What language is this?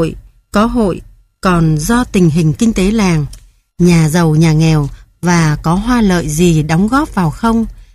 Vietnamese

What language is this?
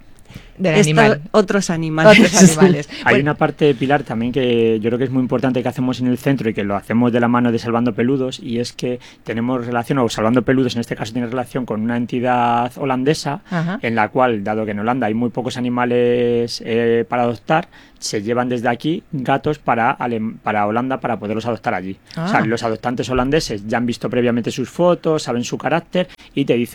Spanish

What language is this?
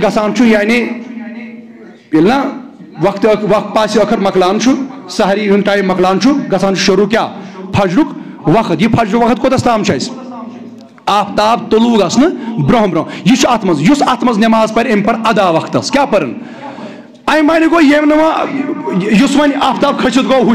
Kashmiri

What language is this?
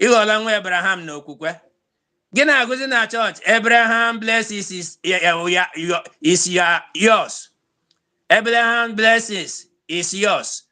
Igbo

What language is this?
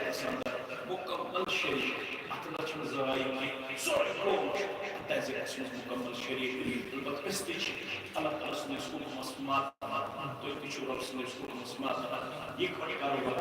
Kashmiri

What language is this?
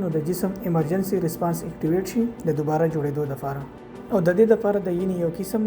Pashto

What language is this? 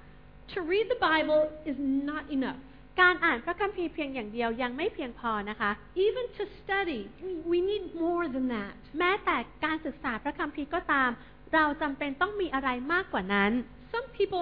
Thai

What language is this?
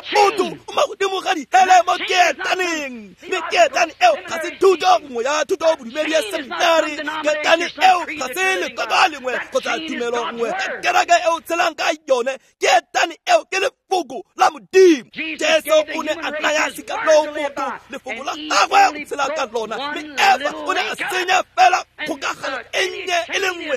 Tswana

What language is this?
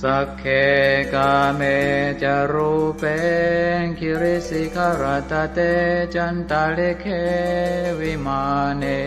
Pali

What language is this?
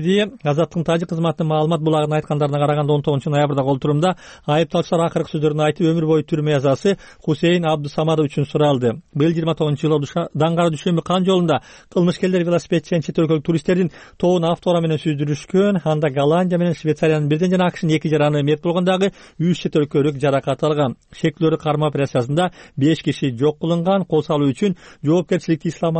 Kyrgyz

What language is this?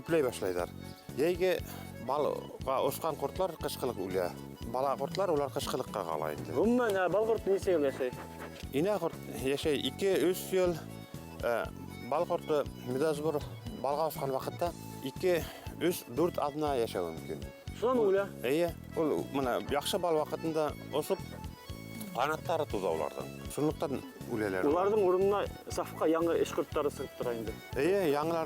Bashkir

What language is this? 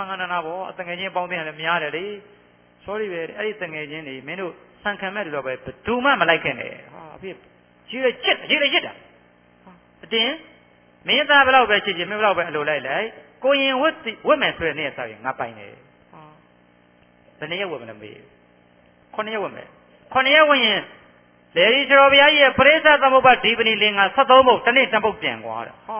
Burmese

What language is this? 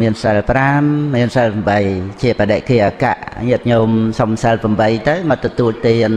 Khmer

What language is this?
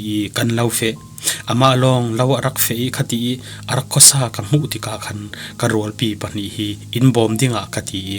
Falam Chin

